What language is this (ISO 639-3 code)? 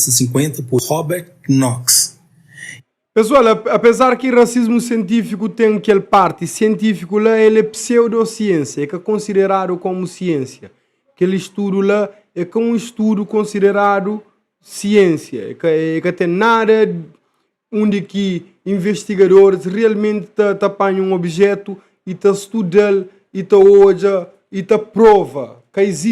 kea